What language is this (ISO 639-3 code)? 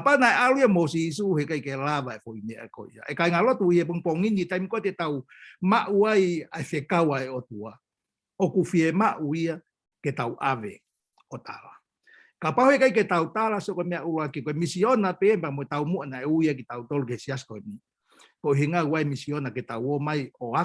ton